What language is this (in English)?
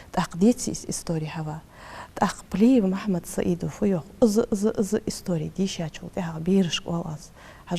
Ingush